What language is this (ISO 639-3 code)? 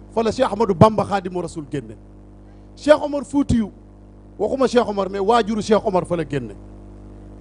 wol